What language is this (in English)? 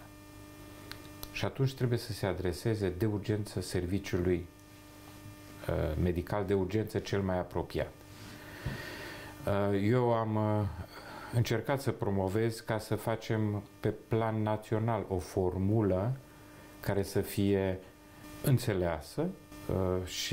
Romanian